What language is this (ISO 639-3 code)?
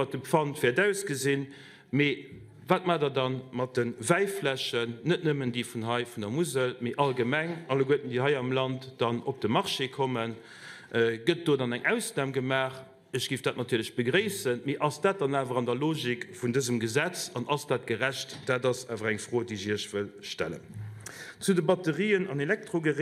ltz